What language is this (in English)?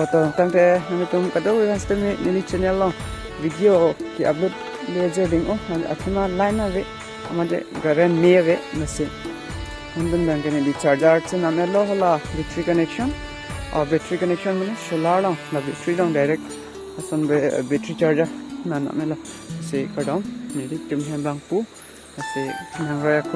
Karbi